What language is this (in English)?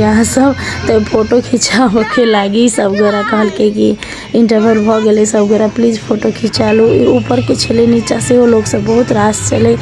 Maithili